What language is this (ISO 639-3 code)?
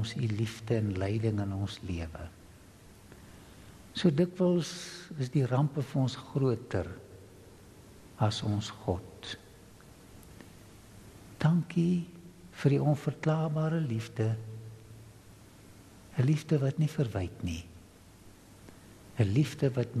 afr